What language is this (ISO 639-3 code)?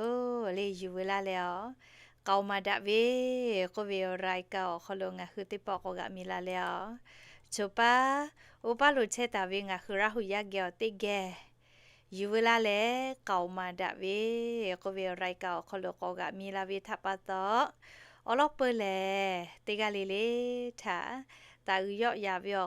lhu